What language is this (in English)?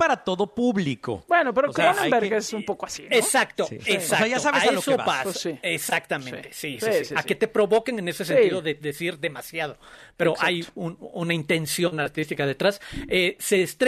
Spanish